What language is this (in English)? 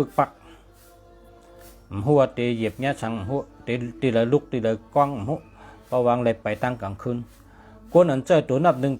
Shan